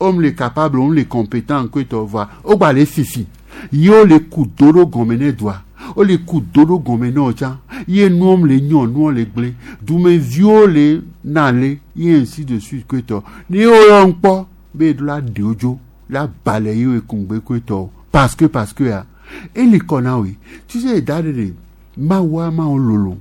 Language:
Gen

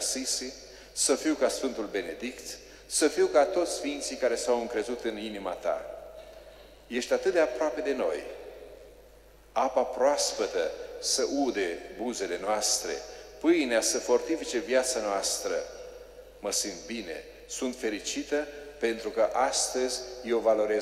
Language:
Romanian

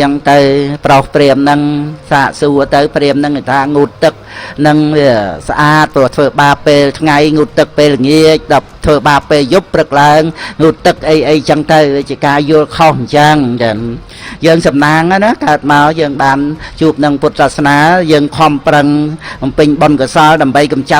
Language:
Khmer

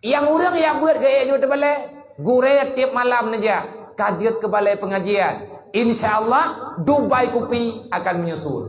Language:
Achinese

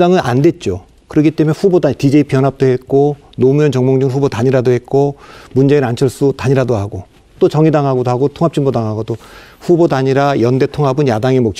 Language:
Korean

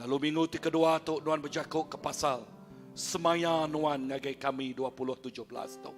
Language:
Iban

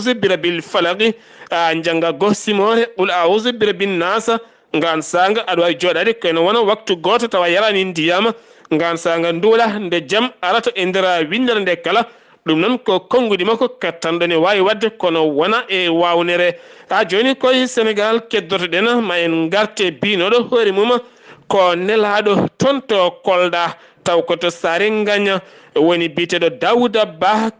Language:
Fula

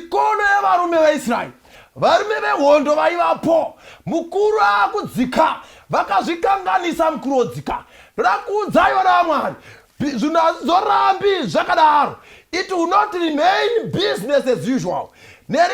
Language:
Shona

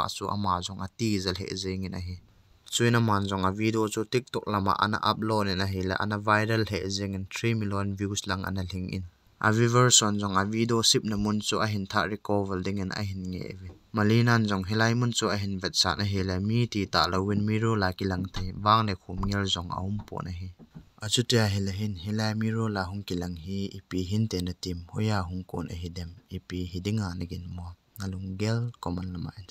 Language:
Thado Chin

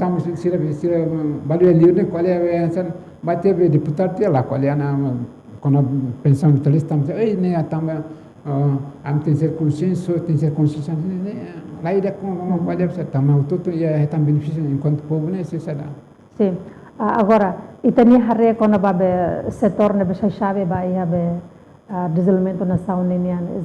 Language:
Tetum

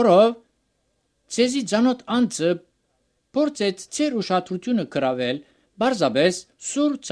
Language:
Armenian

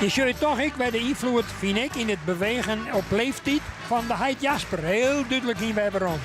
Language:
Western Frisian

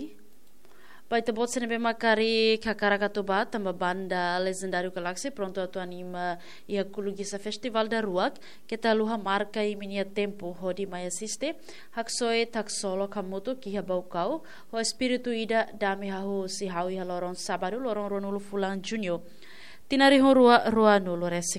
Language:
Tetum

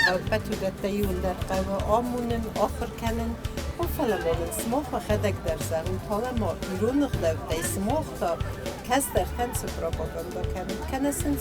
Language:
Ossetic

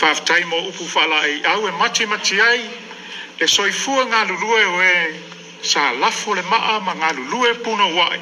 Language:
Samoan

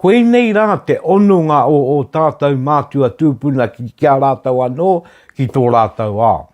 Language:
Māori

